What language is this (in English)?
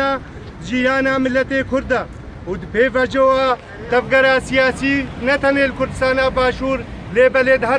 Kurdish